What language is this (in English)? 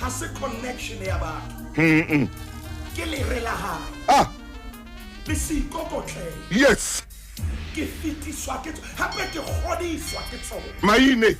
Southern Sotho